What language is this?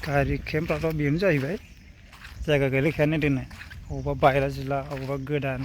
Bodo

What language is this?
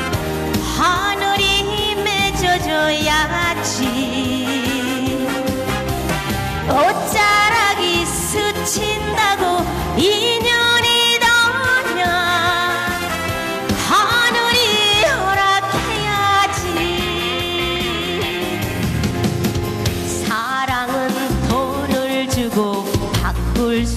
Korean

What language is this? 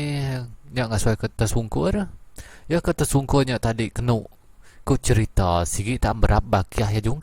Iban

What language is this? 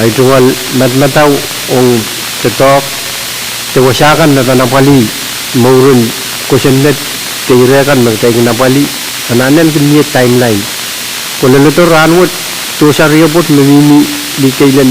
Pohnpeian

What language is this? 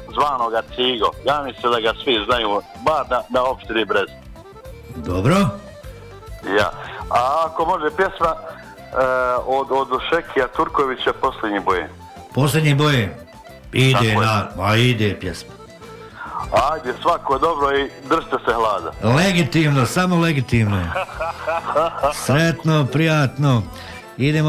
Bosnian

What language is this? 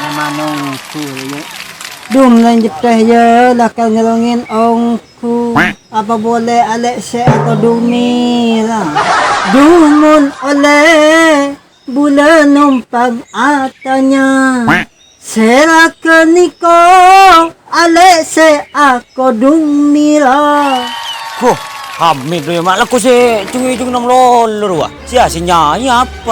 Madurese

